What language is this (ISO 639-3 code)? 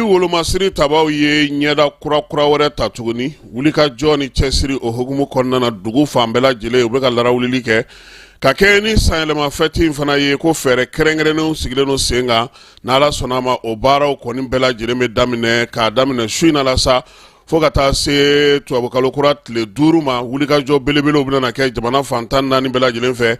bam